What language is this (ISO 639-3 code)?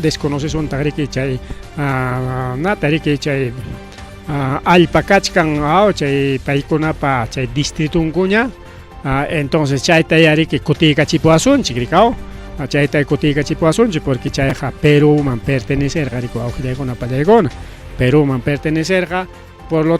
quy